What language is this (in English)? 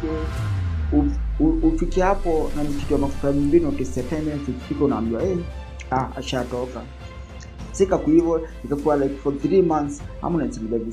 Swahili